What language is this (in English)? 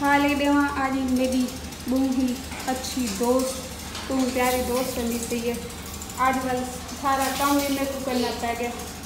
Saraiki